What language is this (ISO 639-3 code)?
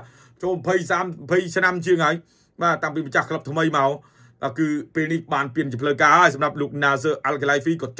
khm